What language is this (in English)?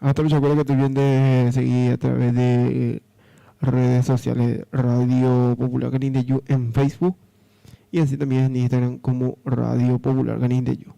Guarani